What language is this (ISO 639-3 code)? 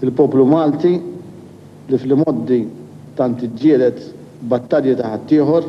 mlt